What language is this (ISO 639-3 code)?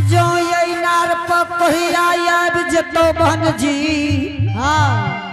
anp